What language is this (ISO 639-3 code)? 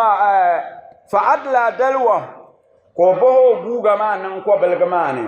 dag